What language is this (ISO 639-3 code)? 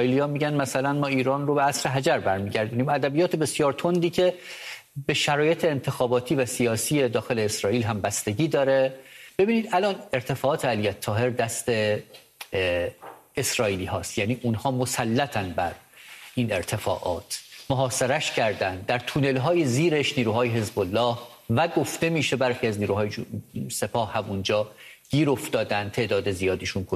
fas